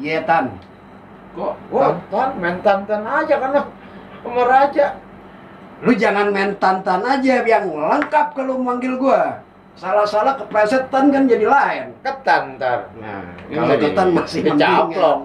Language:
Betawi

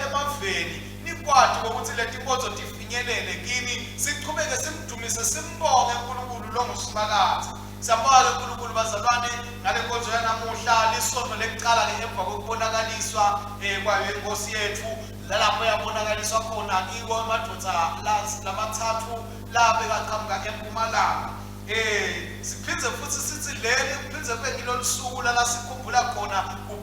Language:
Swati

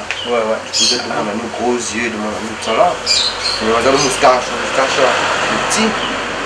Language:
Réunion Creole French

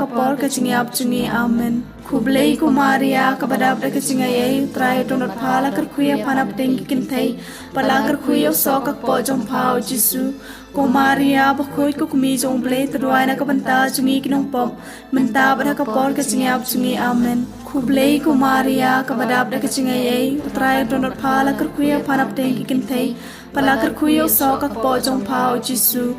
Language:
Khasi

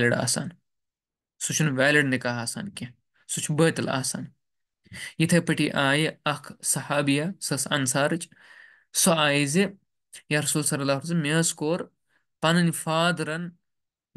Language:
Kashmiri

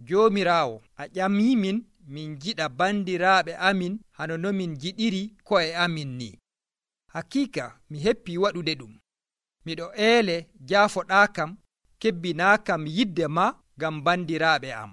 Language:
Nigerian Fulfulde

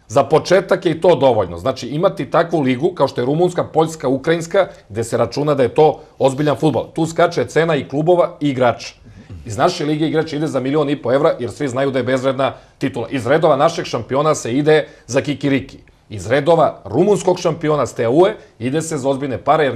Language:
Serbian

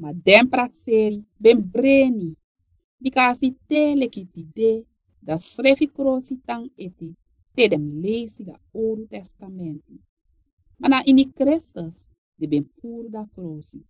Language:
Sranan Tongo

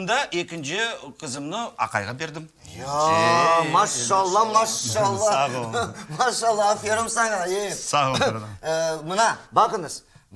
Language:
Crimean Tatar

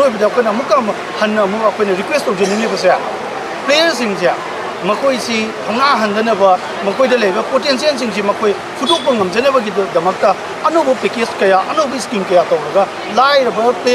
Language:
Manipuri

